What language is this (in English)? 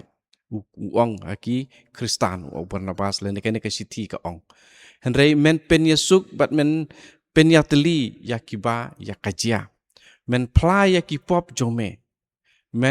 Khasi